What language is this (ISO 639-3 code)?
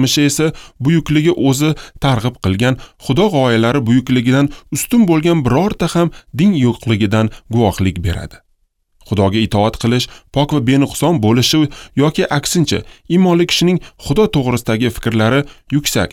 uzb